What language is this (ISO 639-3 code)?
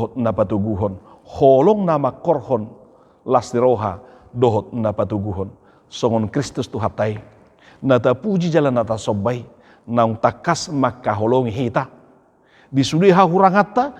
bbc